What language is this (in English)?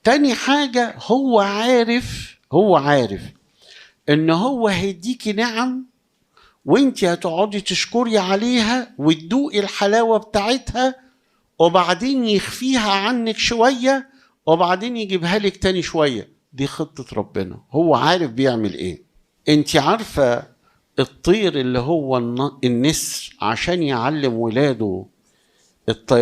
Egyptian Arabic